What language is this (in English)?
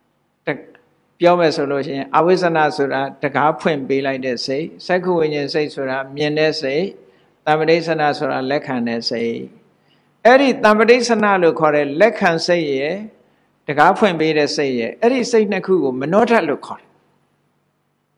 Burmese